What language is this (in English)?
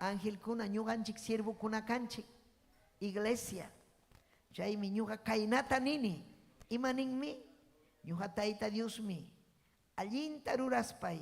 Ayacucho Quechua